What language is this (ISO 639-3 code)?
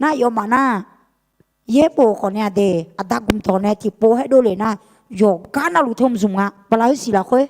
ahk